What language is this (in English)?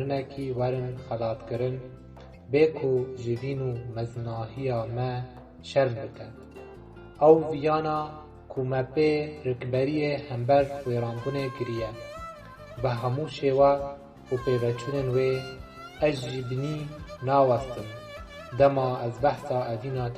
Kurdish